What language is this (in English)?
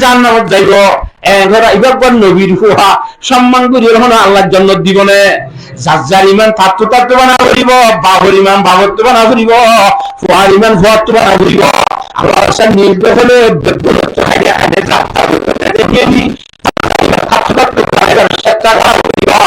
Rohingya